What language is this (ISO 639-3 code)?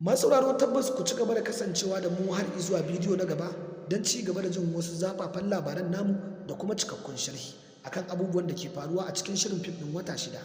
hau